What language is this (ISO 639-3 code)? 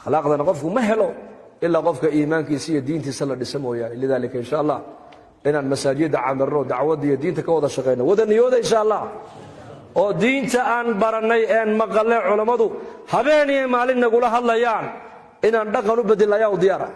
som